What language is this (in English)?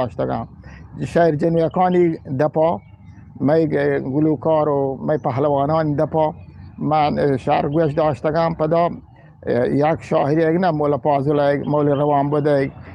Eastern Balochi